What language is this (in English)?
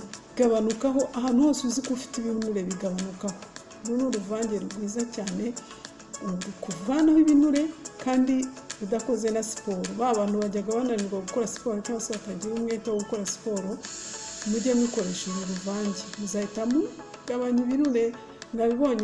Kinyarwanda